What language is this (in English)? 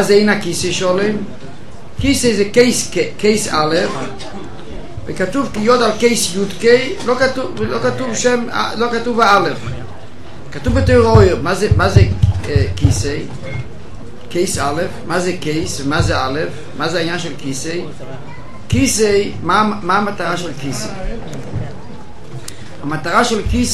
Hebrew